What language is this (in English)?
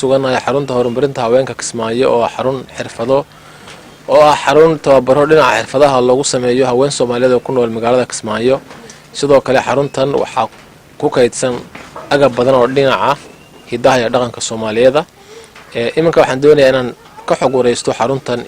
Somali